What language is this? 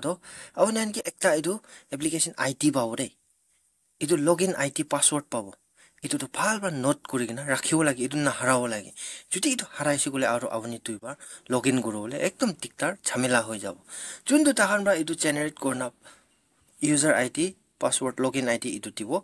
Naga Pidgin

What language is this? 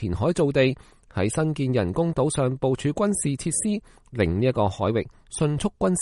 Cantonese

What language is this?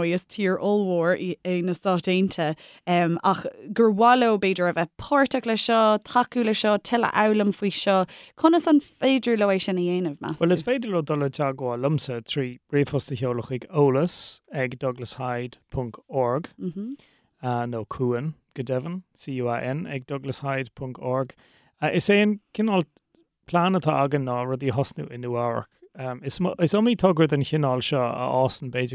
Irish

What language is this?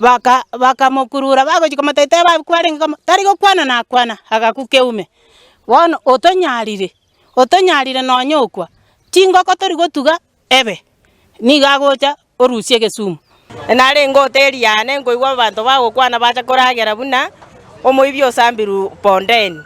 Gusii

